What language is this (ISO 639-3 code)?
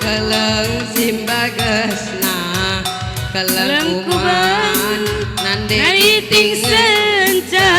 btx